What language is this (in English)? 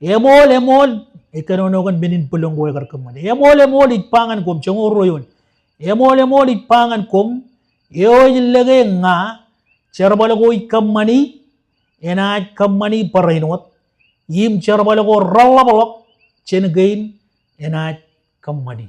Marshallese